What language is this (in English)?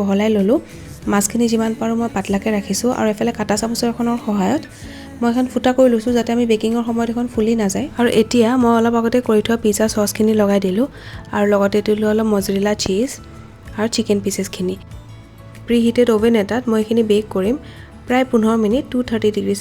Assamese